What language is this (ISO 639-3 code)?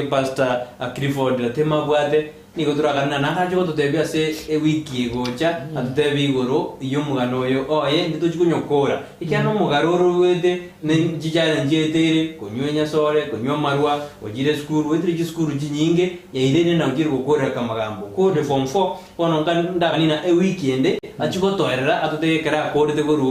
guz